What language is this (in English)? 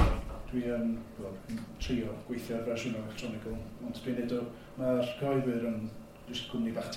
Welsh